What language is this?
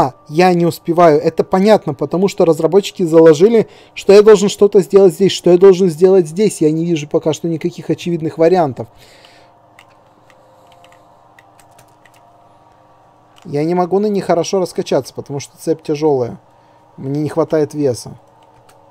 Russian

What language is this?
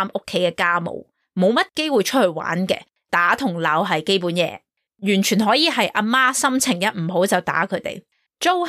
Cantonese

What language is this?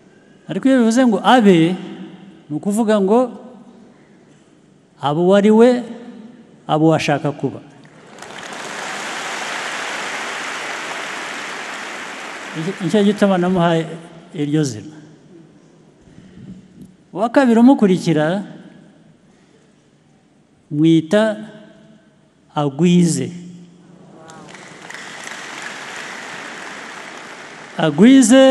Kinyarwanda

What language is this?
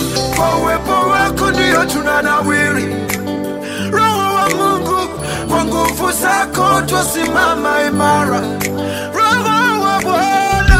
Swahili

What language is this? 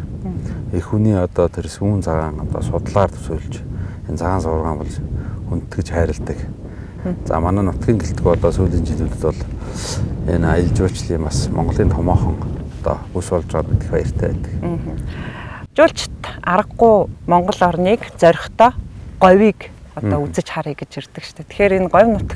Mongolian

